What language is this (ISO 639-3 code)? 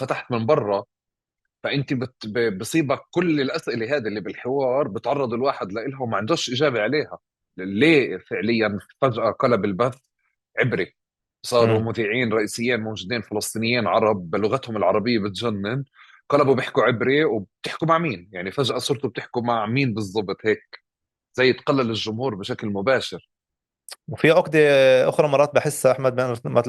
apc